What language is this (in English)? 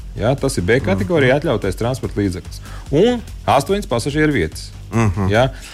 Latvian